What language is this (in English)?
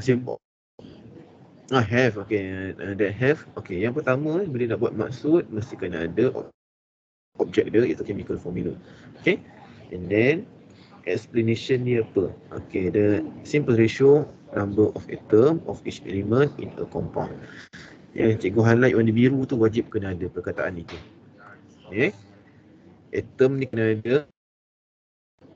Malay